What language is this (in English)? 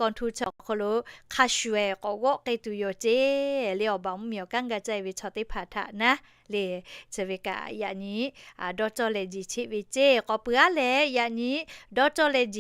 Lahu